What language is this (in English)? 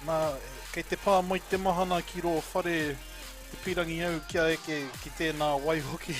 Māori